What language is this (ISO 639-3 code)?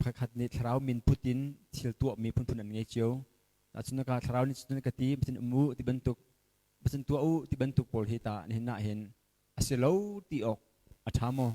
cnh